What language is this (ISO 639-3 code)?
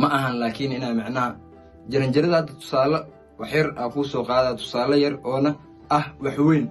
som